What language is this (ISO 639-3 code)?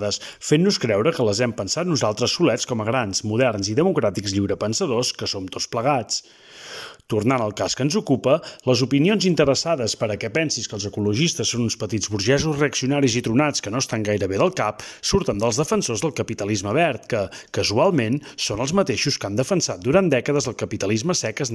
cat